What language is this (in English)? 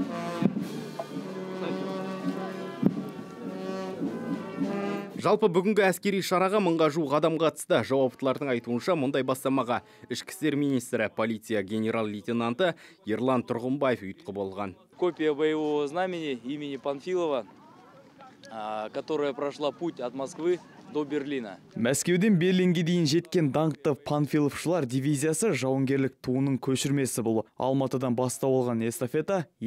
Kazakh